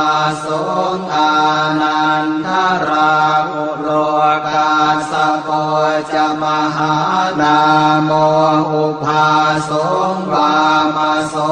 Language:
Pali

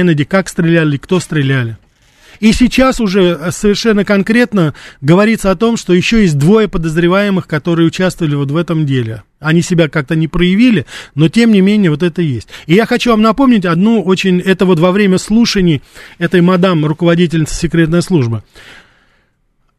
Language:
Russian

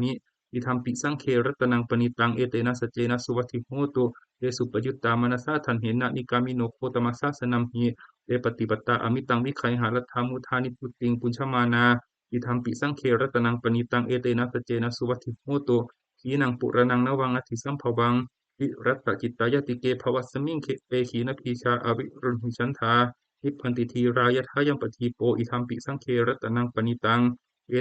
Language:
Pali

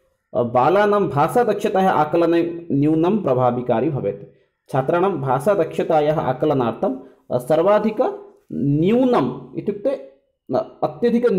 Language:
Sanskrit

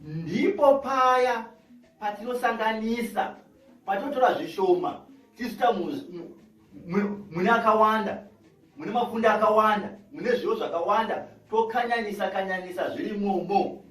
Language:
Shona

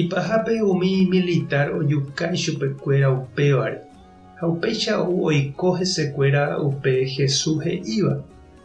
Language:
Guarani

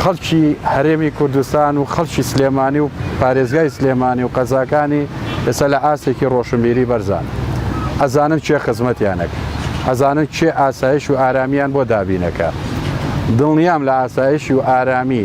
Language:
Central Kurdish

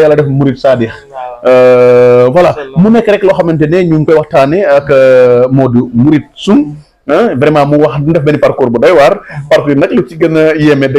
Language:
Wolof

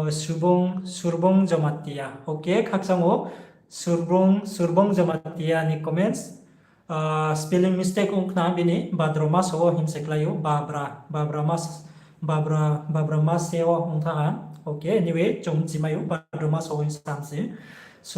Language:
Riang (India)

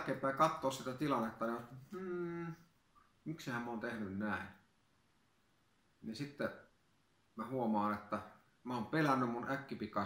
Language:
Finnish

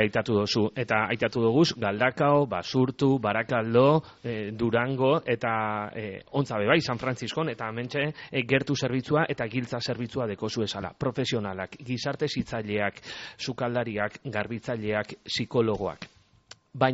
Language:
Basque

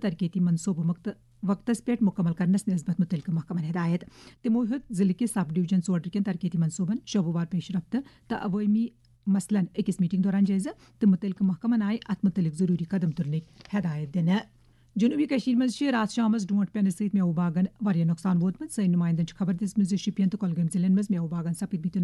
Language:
Kashmiri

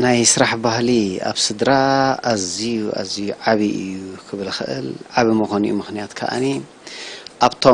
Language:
Tigrinya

